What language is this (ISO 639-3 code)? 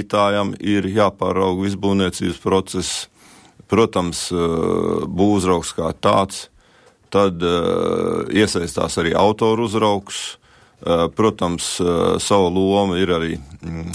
lav